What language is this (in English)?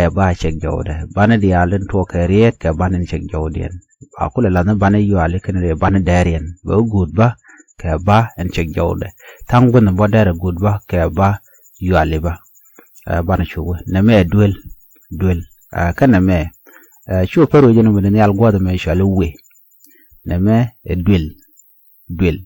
Nuer